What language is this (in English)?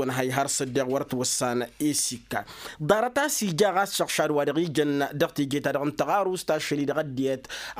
Tamasheq